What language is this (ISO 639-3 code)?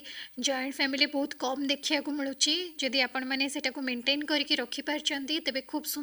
ori